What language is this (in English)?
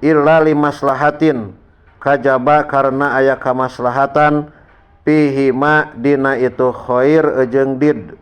Sundanese